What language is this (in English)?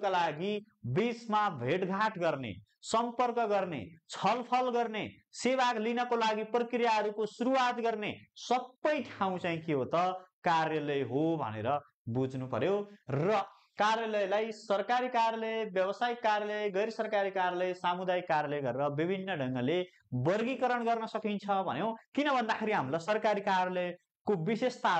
Nepali